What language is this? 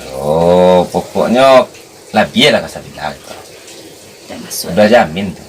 Minangkabau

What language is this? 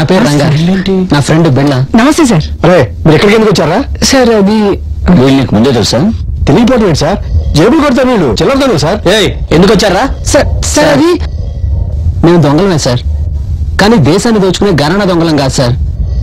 Telugu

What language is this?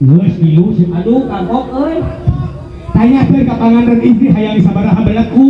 Sundanese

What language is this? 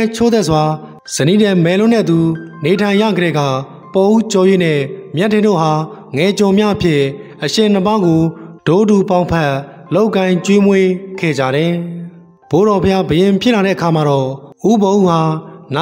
Burmese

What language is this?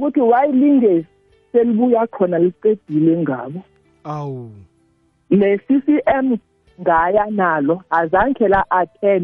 South Ndebele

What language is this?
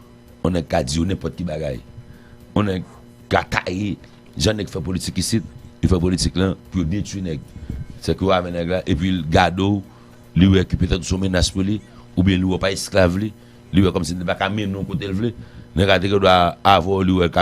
Haitian Creole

